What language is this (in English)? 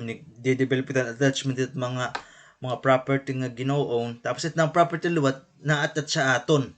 Waray